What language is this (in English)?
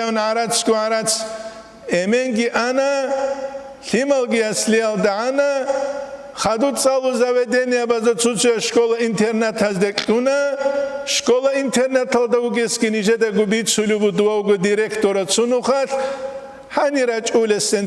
Avaric